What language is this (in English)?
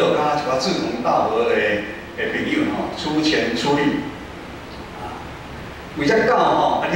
Min Nan Chinese